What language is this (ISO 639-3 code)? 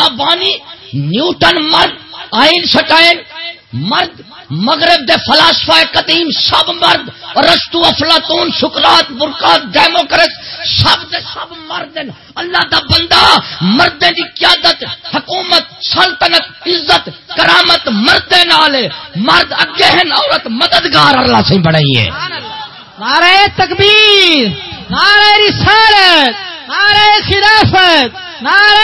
skr